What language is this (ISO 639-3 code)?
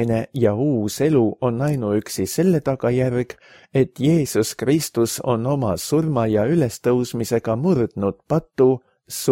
est